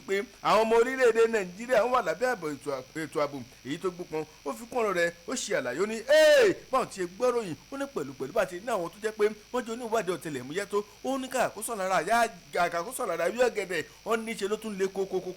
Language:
Yoruba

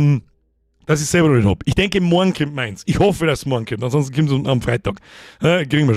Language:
Bavarian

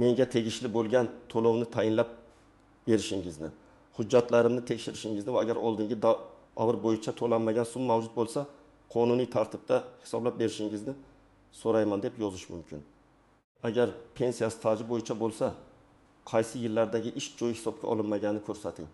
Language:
Uzbek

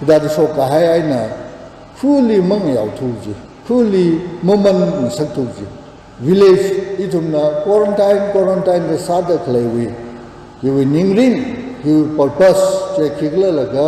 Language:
Tangkhul Naga (India)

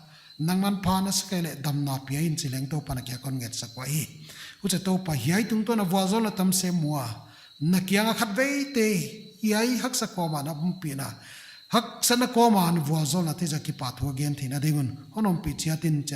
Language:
Paite Chin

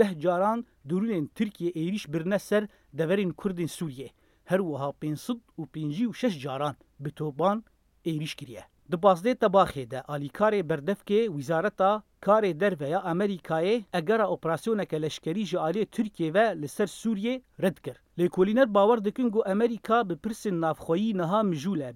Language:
Kurdish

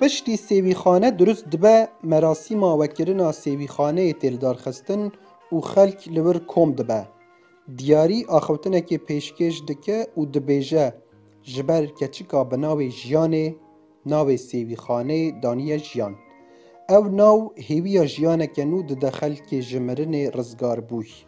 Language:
Kurdish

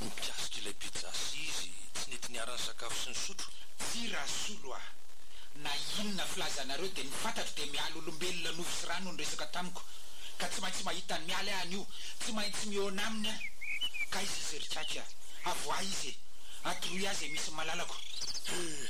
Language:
Malagasy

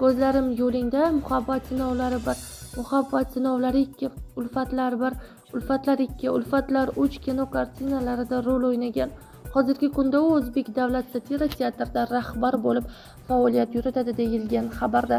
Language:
Uzbek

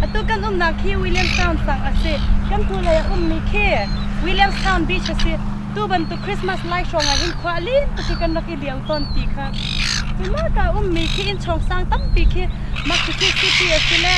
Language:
Hakha Chin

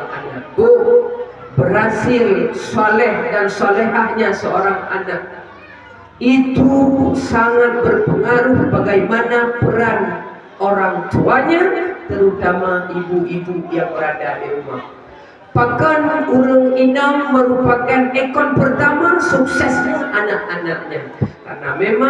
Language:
Achinese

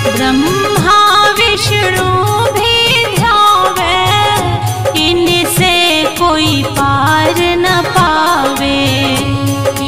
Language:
Bhojpuri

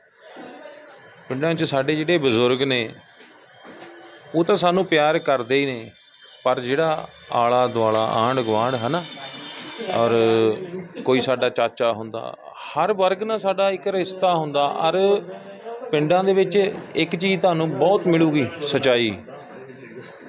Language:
Punjabi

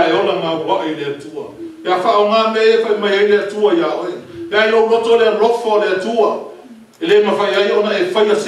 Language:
Samoan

